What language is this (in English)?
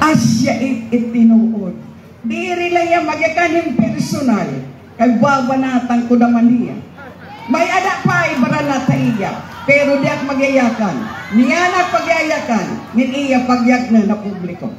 Waray